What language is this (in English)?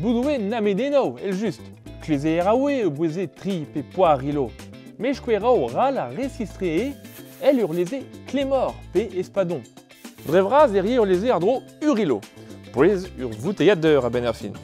Breton